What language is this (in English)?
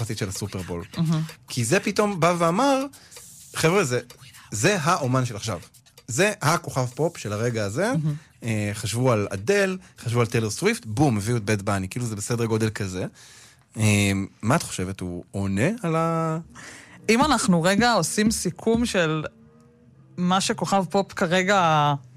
Hebrew